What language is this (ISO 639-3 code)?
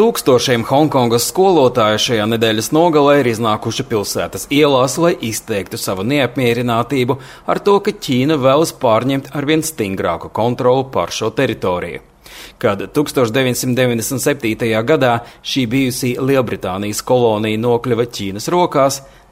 lav